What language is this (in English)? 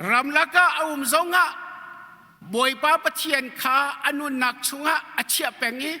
Hakha Chin